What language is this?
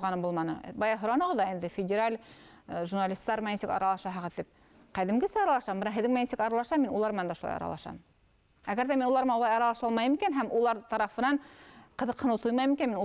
Bashkir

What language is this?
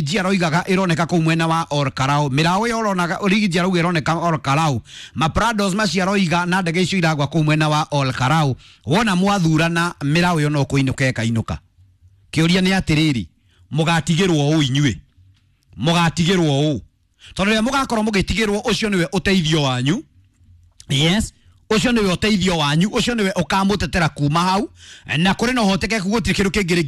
Kikuyu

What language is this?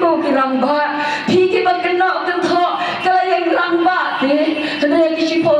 Khasi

